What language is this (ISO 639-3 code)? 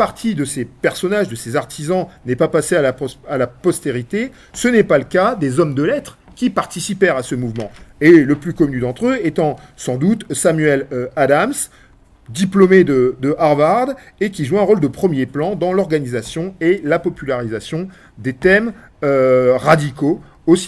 fra